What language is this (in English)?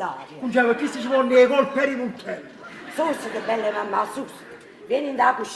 Neapolitan